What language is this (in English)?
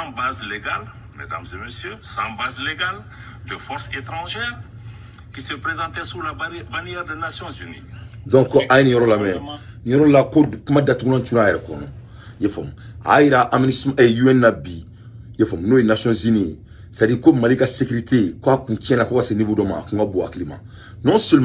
Bambara